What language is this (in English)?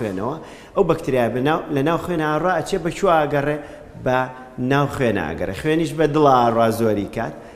Central Kurdish